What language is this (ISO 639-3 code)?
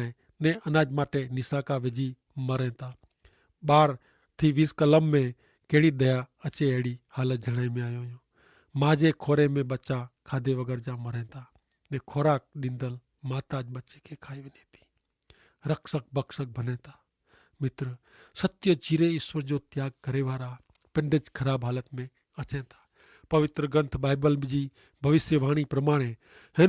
kfr